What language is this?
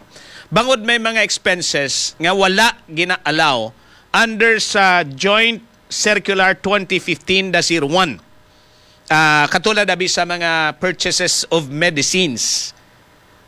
Hiligaynon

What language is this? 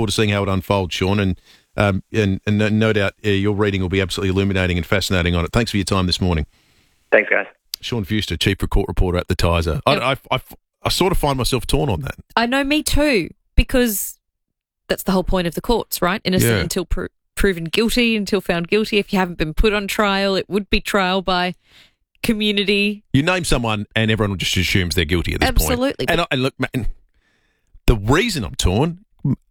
English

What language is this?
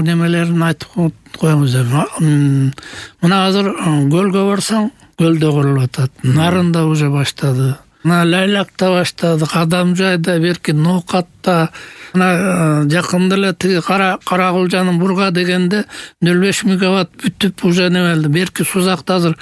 Kyrgyz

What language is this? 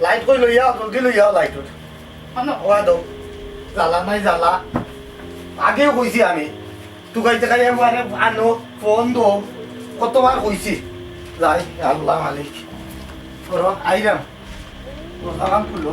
Sylheti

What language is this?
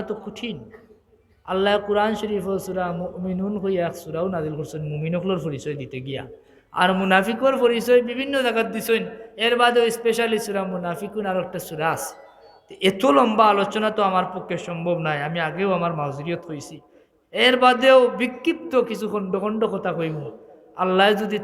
Sylheti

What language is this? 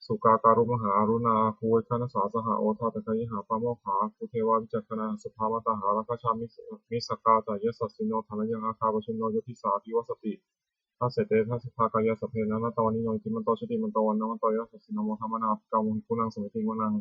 Pali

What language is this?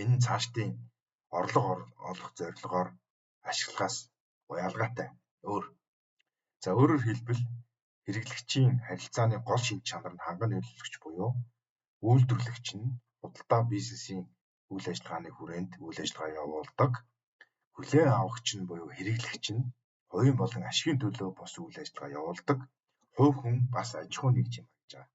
Mongolian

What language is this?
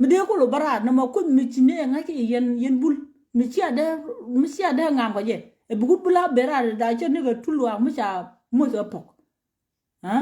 Nuer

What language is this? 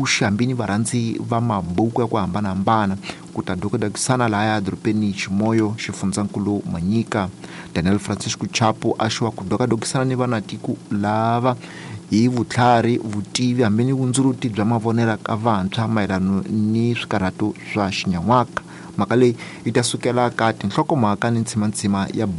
Tsonga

